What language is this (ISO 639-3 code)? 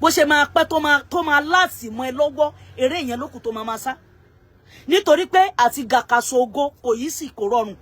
yor